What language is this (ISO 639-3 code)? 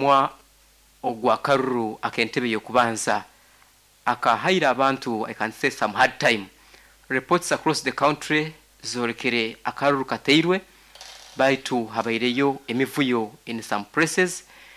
nyo